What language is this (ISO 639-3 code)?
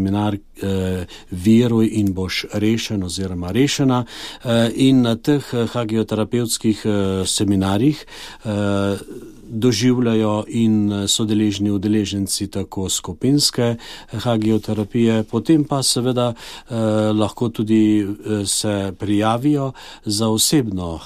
slv